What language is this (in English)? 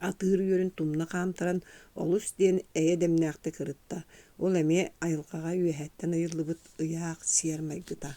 Yakut